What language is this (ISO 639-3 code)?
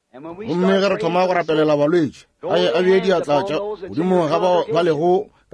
nso